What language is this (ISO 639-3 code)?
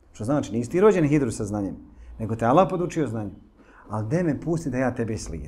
bos